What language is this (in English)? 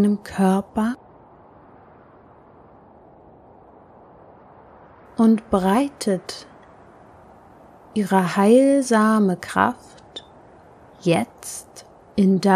German